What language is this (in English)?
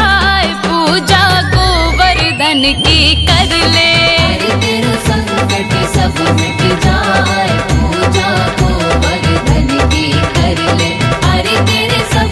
Braj